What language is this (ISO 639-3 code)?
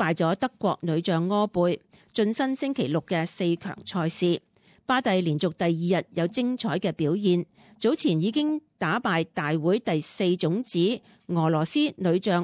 yue